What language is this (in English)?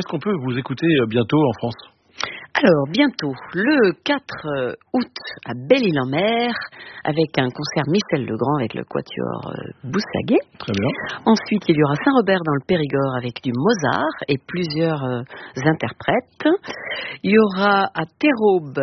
French